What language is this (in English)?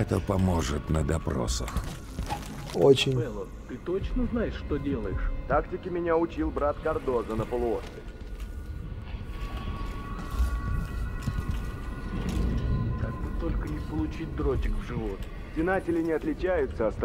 Russian